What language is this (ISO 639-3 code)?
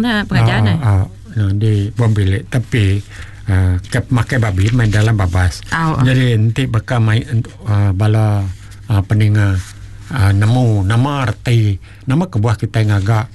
iba